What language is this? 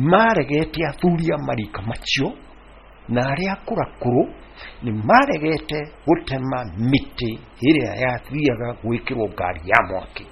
Kikuyu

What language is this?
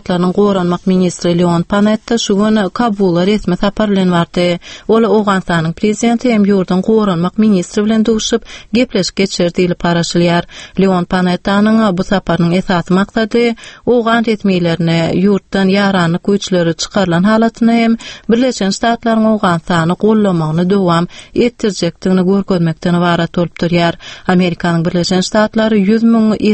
Turkmen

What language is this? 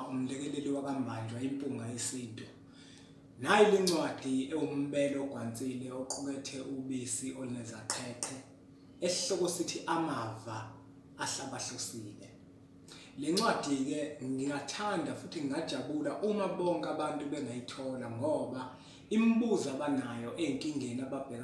Zulu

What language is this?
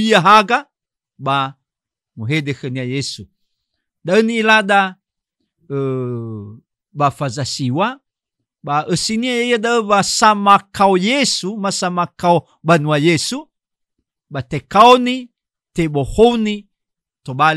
Nias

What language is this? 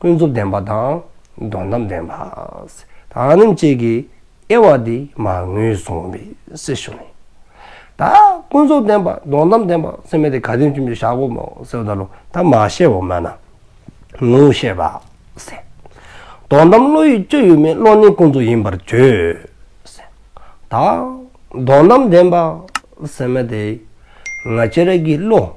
Dzongkha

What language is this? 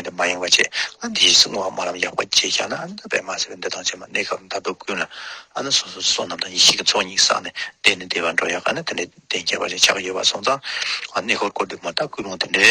Tibetan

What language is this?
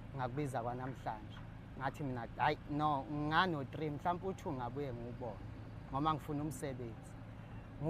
Zulu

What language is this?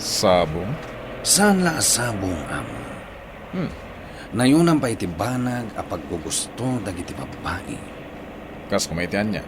Iloko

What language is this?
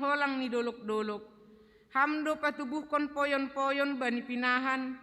Batak Simalungun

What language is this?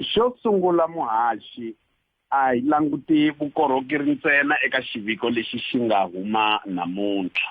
Tsonga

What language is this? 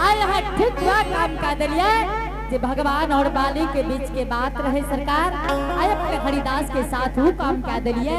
Angika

